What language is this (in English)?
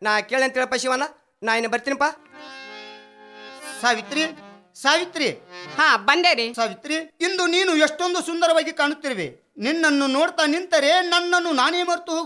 Kannada